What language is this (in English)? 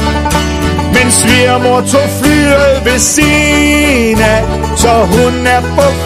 Danish